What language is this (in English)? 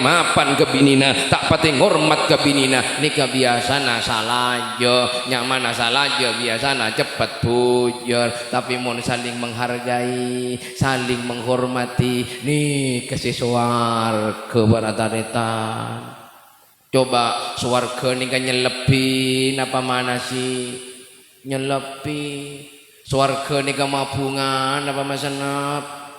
Madurese